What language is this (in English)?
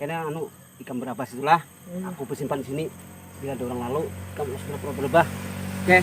Banjar